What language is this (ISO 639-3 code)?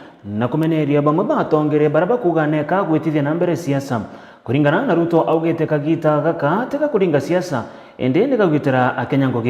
mer